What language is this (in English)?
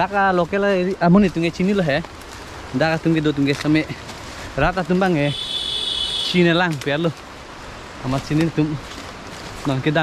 Karbi